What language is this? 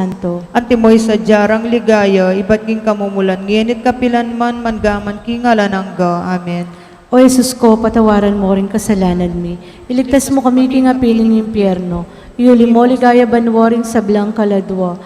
Pampanga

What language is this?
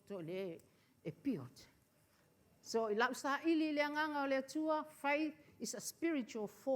Samoan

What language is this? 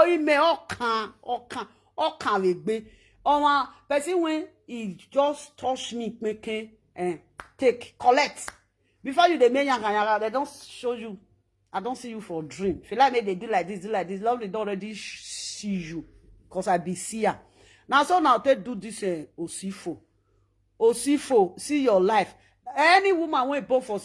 Nigerian Pidgin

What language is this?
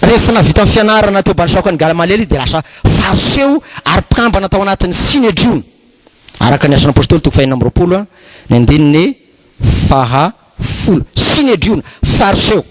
Malagasy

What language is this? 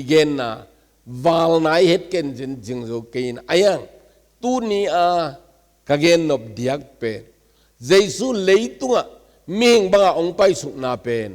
Tedim Chin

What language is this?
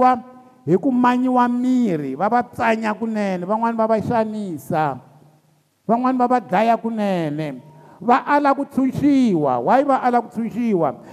Tsonga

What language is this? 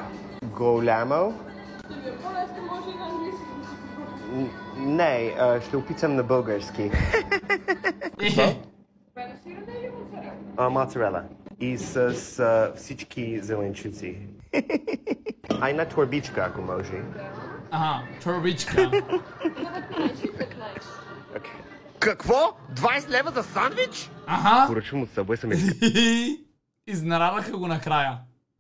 Bulgarian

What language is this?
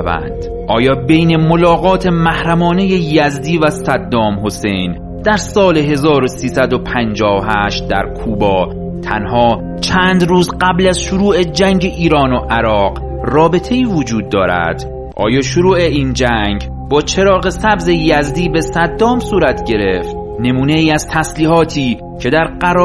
Persian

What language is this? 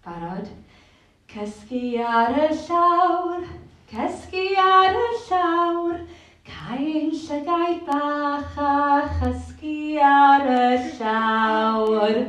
Welsh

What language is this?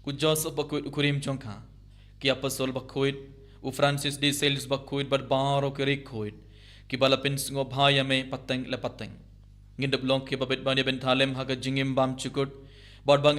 Khasi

